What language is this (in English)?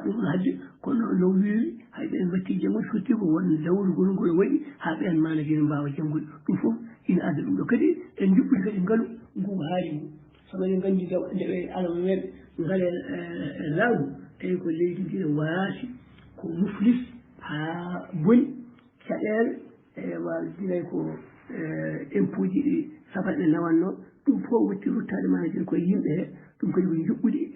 Fula